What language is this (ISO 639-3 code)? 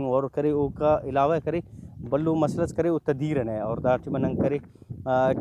brh